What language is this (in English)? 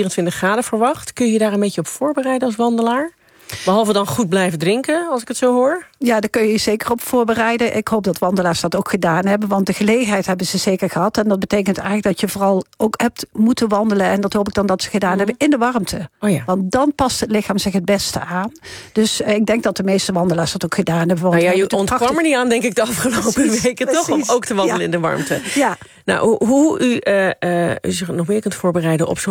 Dutch